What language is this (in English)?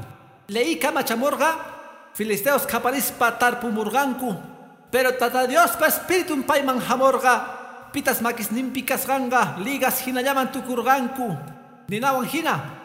Quechua